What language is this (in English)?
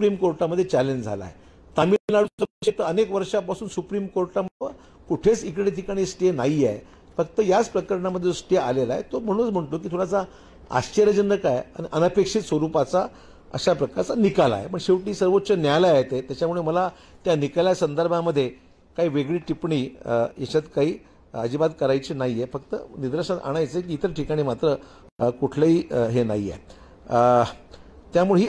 Marathi